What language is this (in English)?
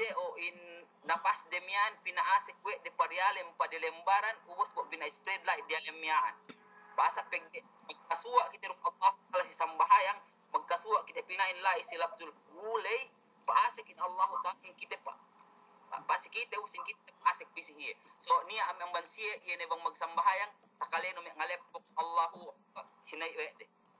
Yakan